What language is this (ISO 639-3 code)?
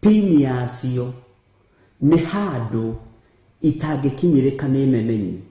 kik